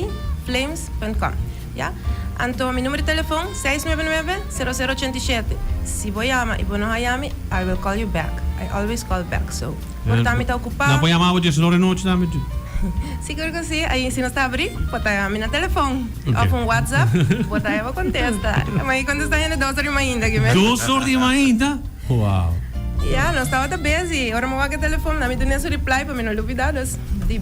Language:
Papiamento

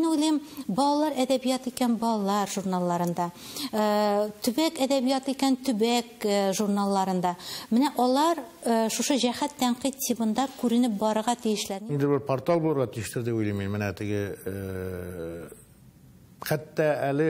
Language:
Tatar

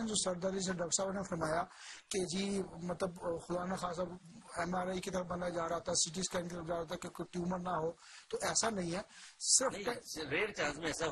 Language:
Urdu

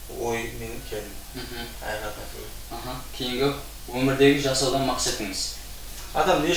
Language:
Kara-Kalpak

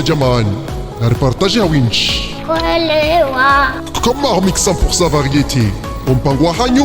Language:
Ngazidja Comorian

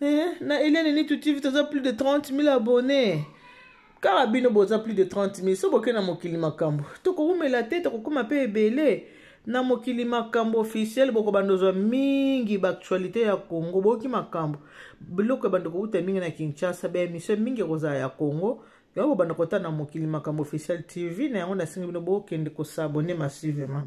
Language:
Lingala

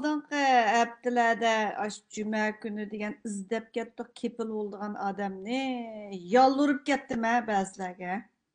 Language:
Uyghur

